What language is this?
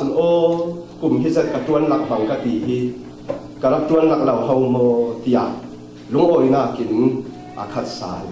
Falam Chin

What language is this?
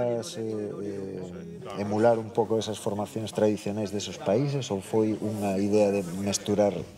Galician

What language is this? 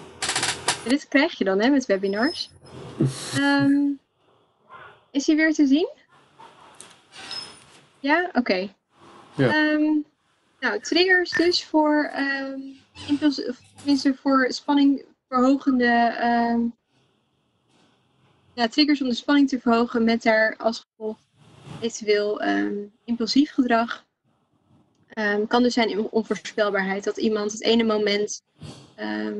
Dutch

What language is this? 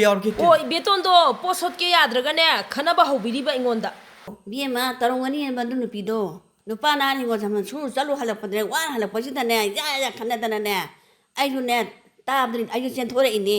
Manipuri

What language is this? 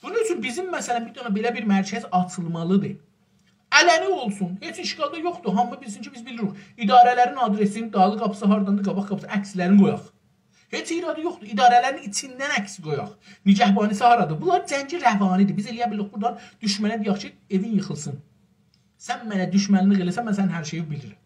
South Azerbaijani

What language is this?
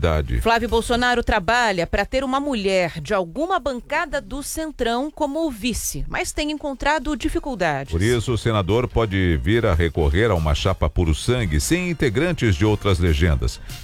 Portuguese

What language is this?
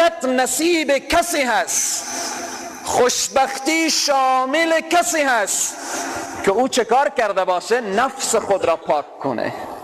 Persian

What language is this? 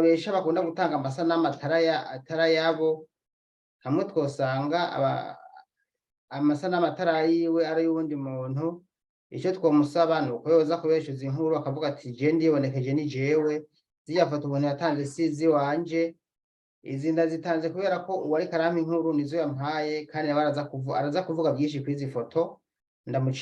Rundi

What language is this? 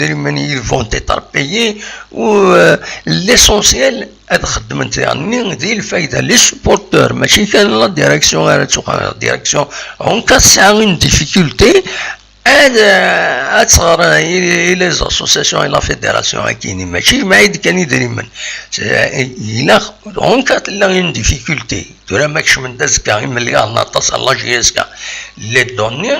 Kabyle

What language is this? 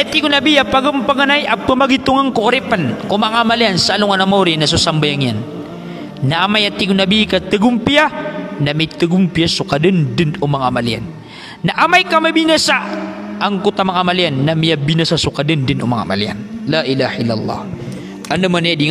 Maranao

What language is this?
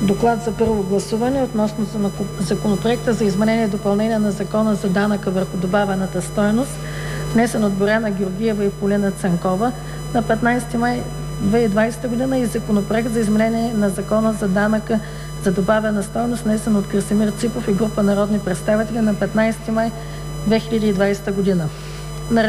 Bulgarian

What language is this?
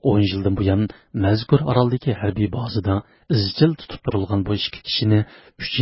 Uyghur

